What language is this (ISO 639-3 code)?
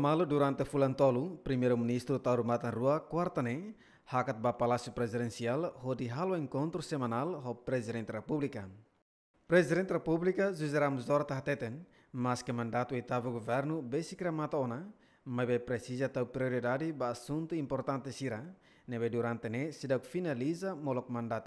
tet